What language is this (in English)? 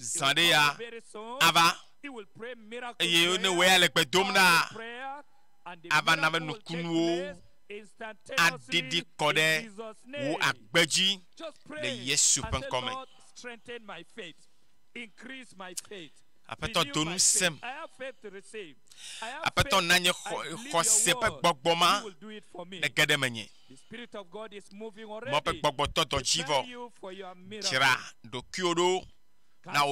Ewe